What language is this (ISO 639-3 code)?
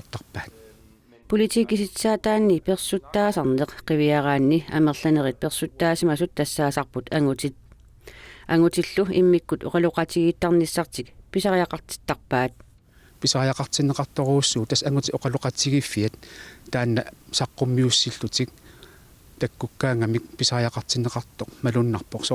kal